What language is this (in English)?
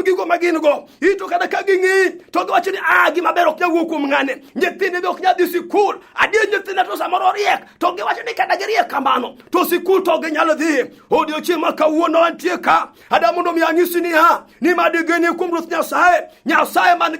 Luo (Kenya and Tanzania)